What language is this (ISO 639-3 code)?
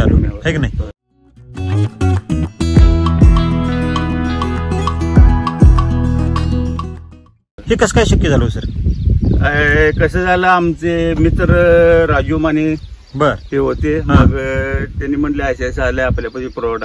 mar